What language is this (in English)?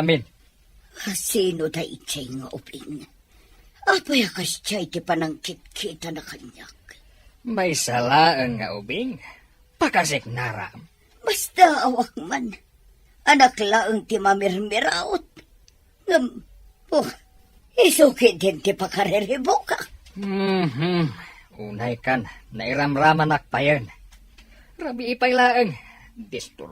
Iloko